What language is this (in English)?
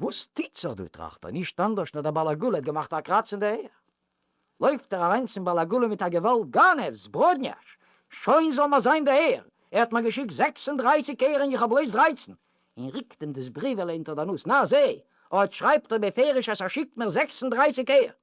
Yiddish